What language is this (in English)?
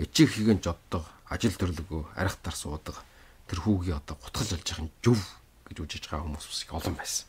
Mongolian